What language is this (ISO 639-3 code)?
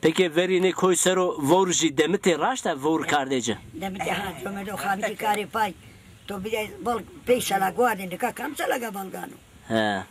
zza